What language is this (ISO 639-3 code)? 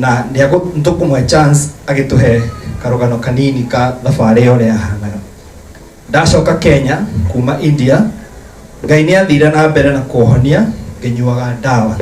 kik